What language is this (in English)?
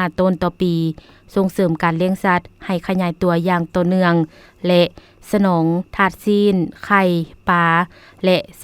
Lao